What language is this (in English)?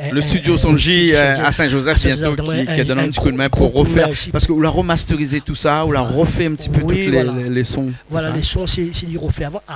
Réunion Creole French